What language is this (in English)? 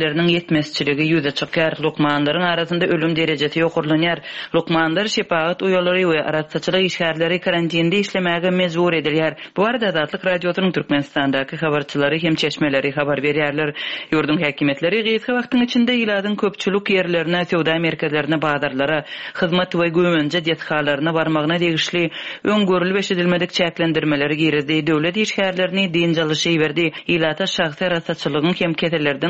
Turkmen